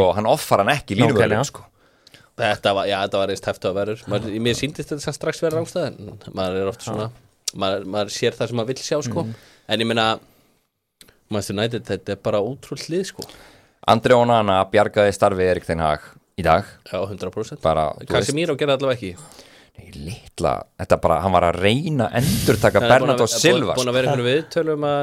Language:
Icelandic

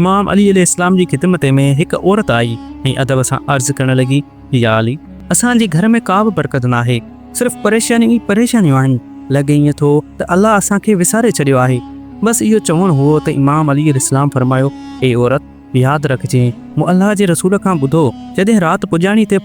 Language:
Sindhi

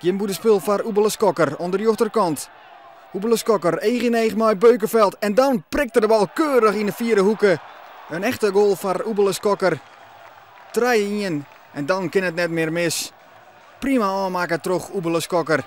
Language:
Western Frisian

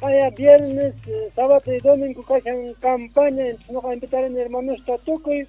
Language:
Quechua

